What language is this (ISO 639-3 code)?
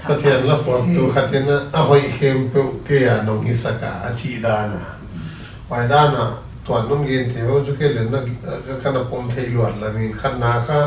pck